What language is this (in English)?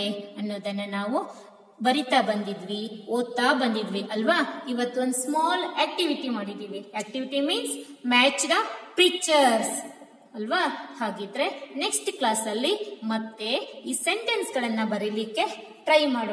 Kannada